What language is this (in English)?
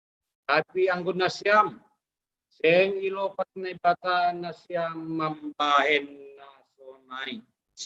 Batak Simalungun